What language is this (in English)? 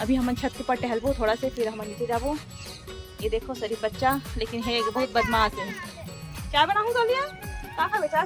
Chhattisgarhi